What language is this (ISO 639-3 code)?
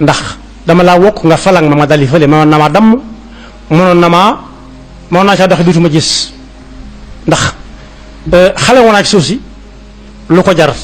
wol